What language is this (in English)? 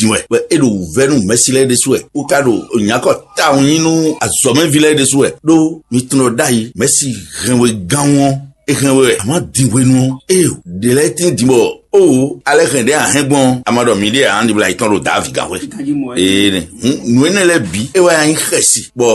Fon